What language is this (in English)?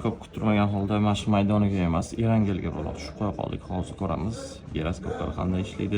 Uzbek